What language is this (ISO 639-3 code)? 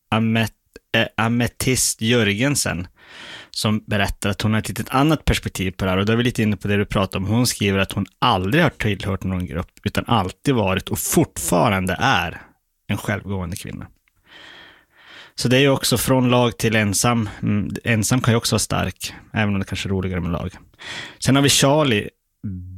swe